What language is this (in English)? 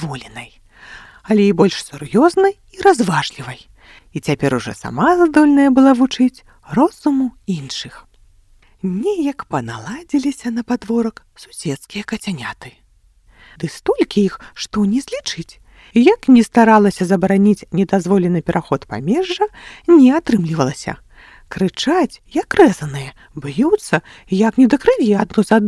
Belarusian